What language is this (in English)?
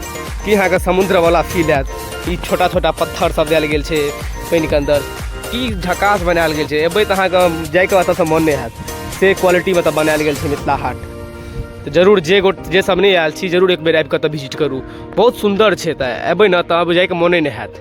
Maithili